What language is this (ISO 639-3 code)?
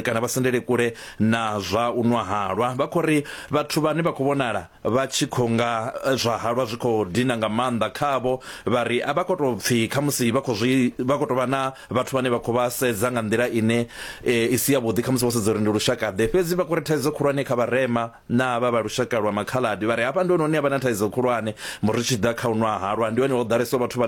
ven